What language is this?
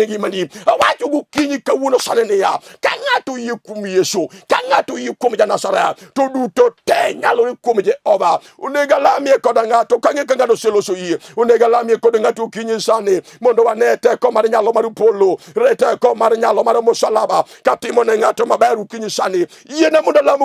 Luo (Kenya and Tanzania)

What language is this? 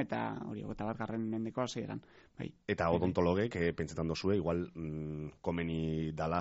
Basque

